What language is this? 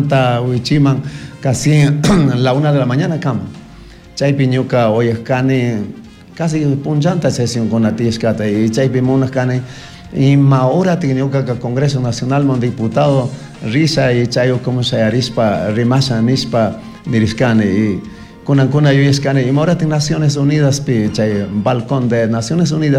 Chimborazo Highland Quichua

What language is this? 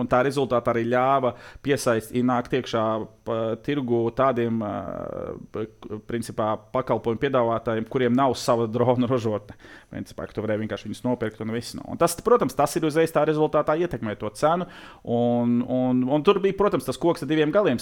Latvian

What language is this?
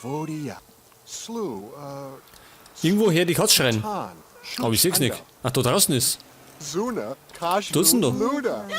Bavarian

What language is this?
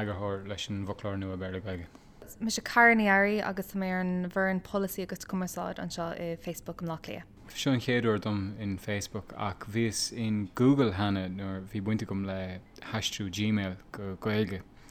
Irish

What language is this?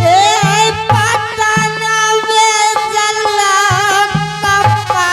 Angika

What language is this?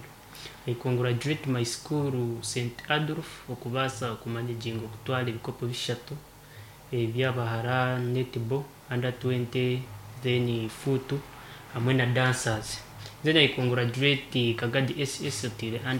Nyankole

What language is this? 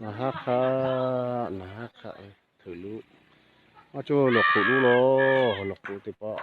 Lahu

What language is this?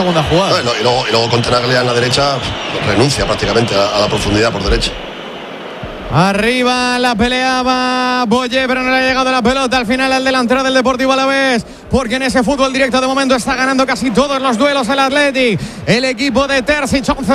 Spanish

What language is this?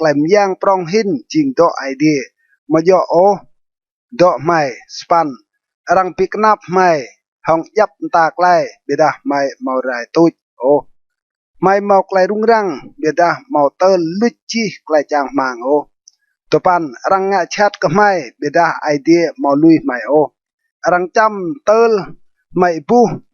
Rade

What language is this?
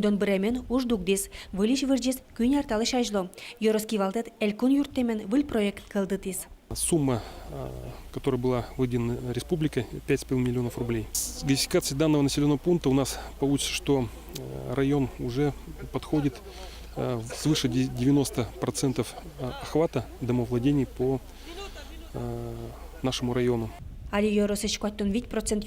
Udmurt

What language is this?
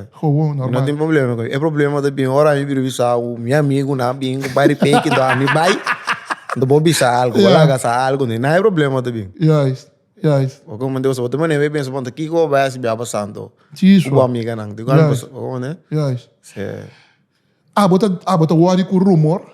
Papiamento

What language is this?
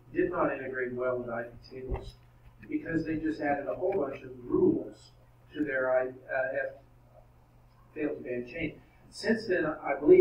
English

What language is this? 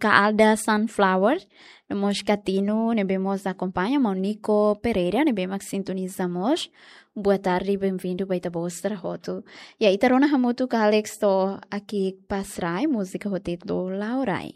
Tetum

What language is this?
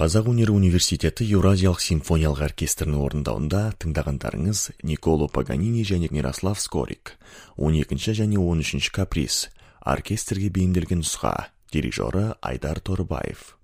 Kazakh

